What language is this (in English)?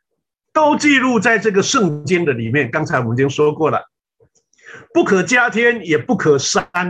Chinese